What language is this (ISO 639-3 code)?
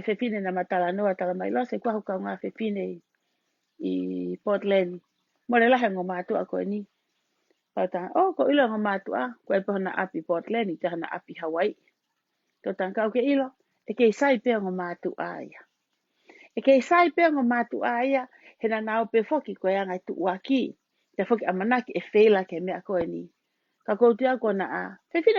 ton